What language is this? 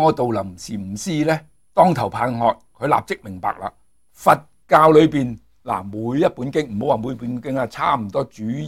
Cantonese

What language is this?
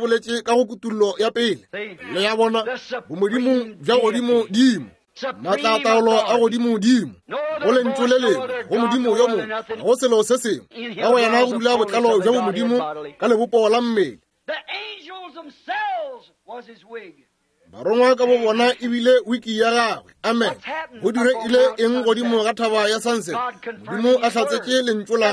Northern Sotho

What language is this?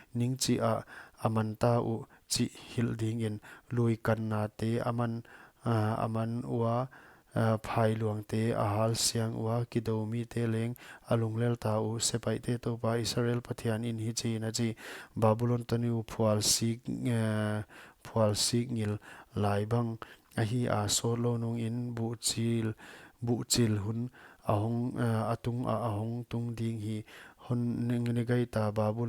Paite Chin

